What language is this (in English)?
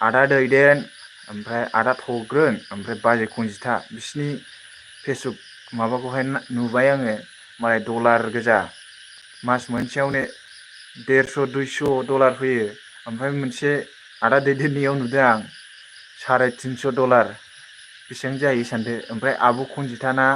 Bodo